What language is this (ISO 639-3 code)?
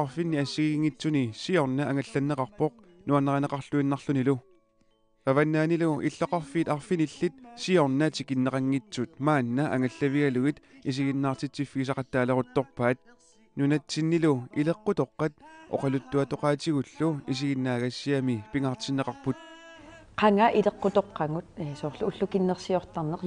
kal